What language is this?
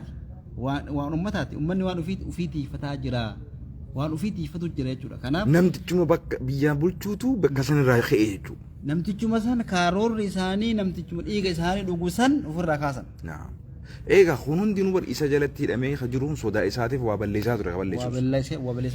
Oromo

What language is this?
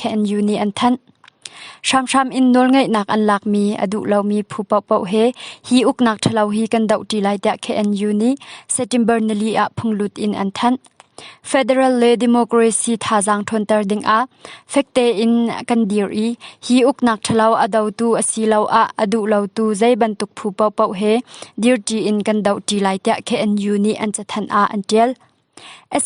Hakha Chin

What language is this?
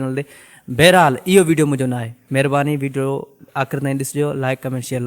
Sindhi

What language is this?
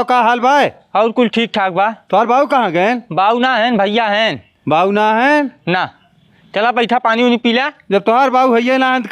Bhojpuri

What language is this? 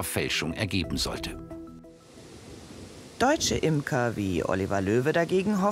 German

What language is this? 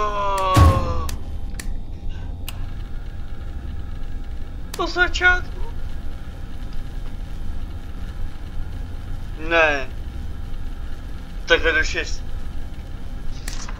Czech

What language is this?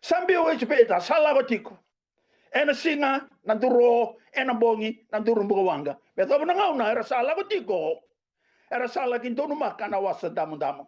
Fijian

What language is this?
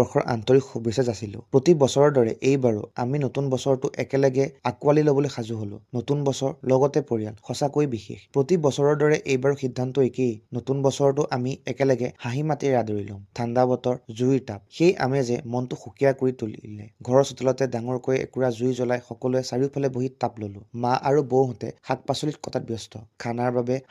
Assamese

